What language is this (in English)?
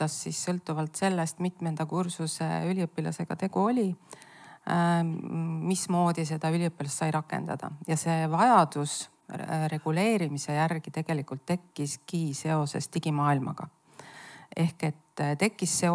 Estonian